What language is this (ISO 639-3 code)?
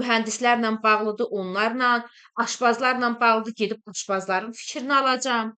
aze